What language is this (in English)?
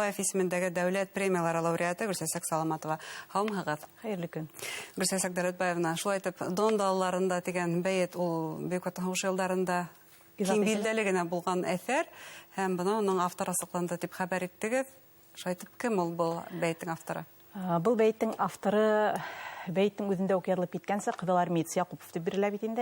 Bashkir